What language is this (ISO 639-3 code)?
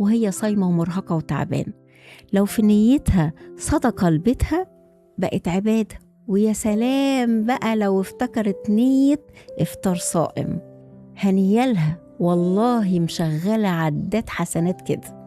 arz